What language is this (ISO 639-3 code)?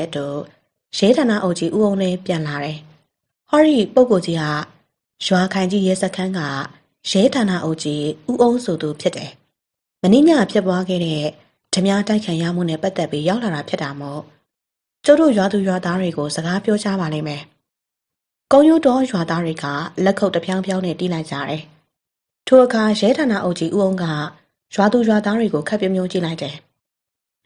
mya